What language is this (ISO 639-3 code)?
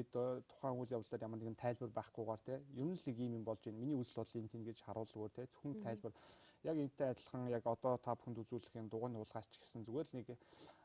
mon